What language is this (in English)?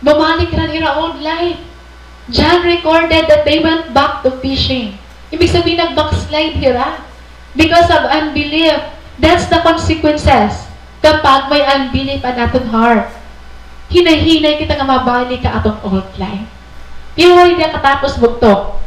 Waray